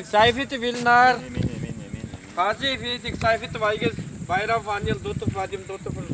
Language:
Bashkir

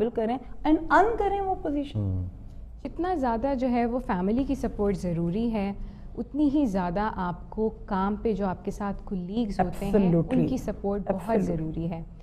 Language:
Urdu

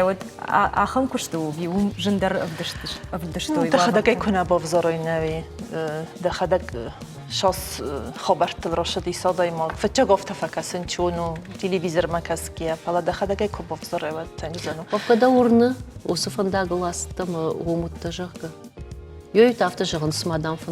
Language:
Ossetic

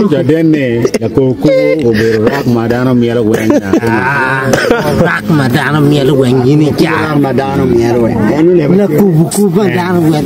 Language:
Acoli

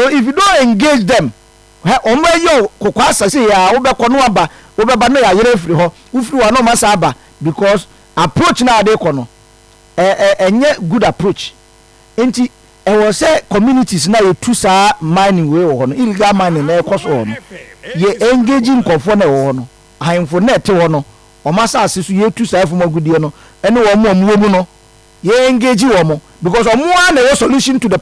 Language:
Akan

